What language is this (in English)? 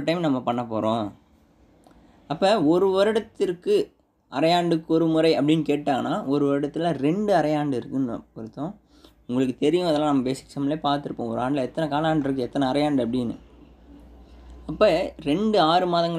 Tamil